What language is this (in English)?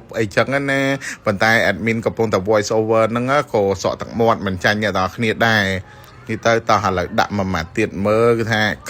Khmer